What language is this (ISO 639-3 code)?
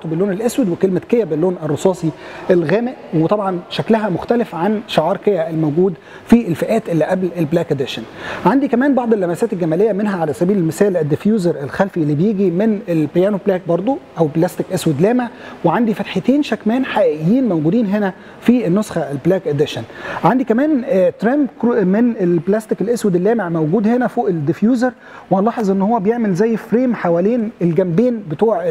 arz